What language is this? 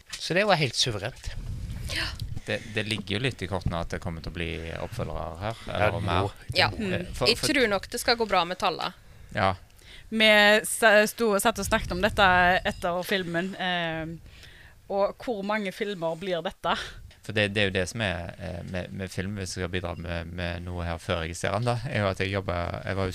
Norwegian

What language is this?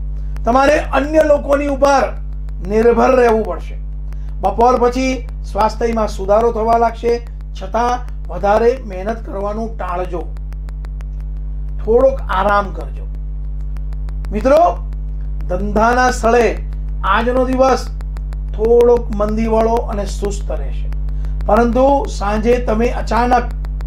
Gujarati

